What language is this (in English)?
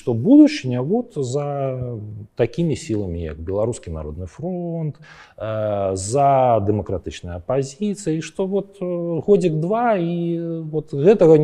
Belarusian